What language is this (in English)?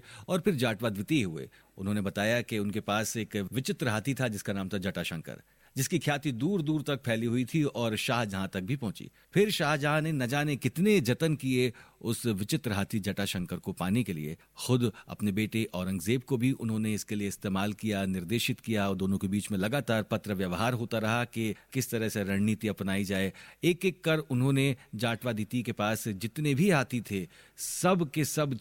Hindi